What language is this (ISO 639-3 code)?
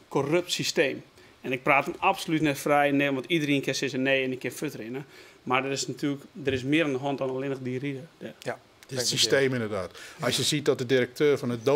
fry